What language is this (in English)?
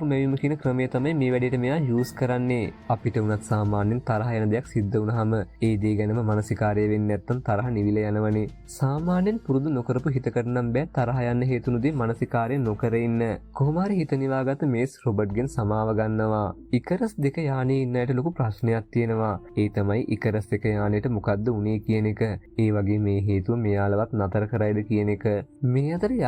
Sinhala